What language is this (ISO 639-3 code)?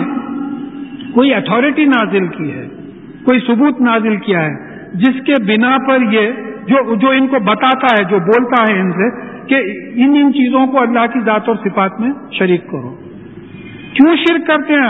urd